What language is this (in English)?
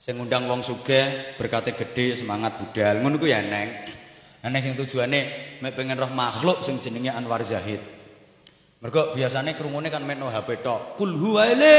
Javanese